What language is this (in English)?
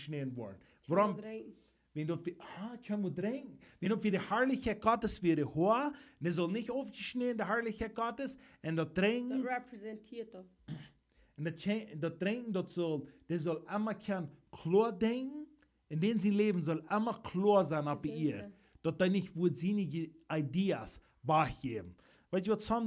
Plautdietsch